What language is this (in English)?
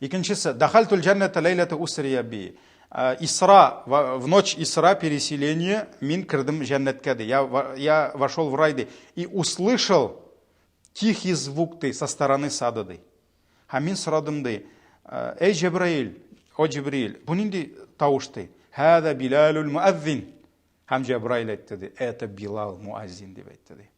Tatar